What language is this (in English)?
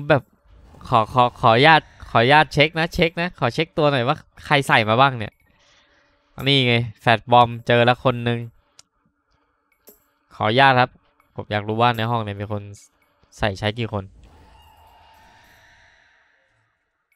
Thai